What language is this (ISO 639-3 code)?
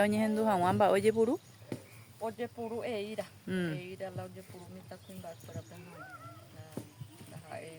grn